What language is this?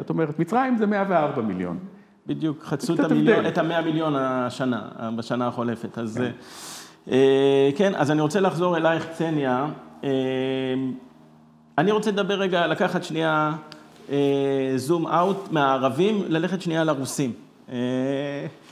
Hebrew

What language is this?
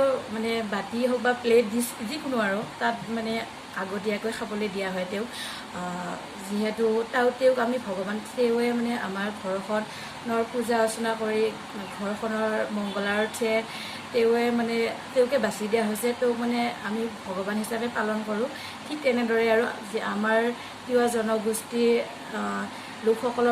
Assamese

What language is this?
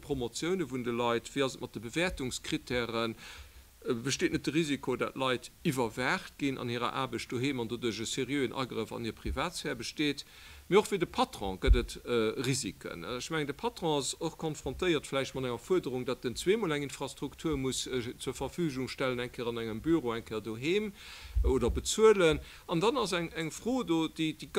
Luxembourgish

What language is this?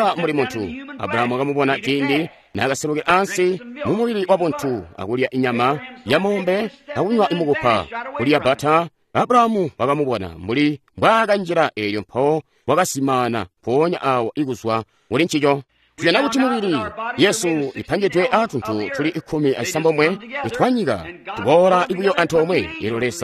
Tonga (Zambia)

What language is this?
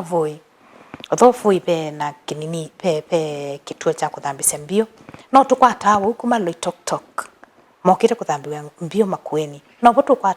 Kamba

